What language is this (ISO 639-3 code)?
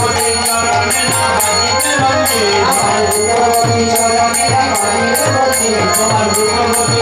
ben